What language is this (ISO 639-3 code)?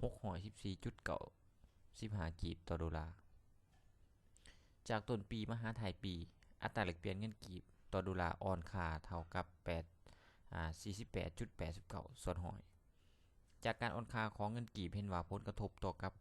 lao